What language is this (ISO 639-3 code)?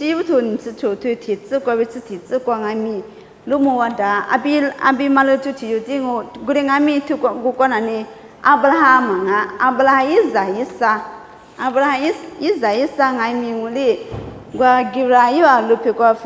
lis